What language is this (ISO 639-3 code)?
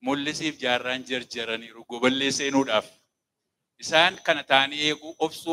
orm